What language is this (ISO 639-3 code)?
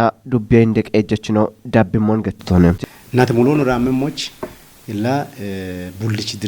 kbr